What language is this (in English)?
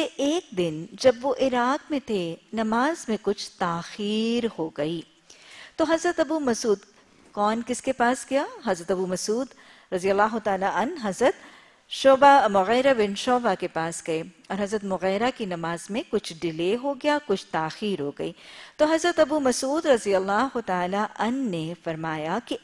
Urdu